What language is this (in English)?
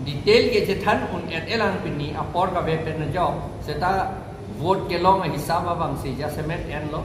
Karbi